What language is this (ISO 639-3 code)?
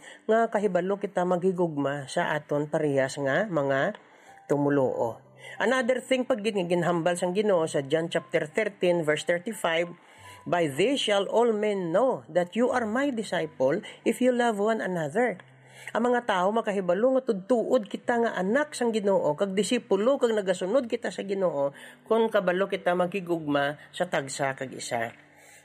hil